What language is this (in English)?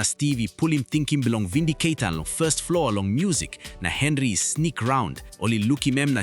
Tok Pisin